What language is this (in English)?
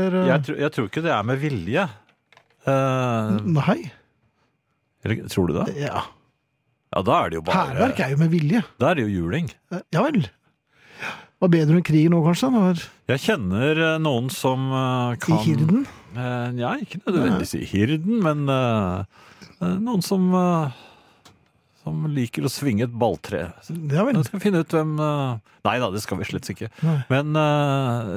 Norwegian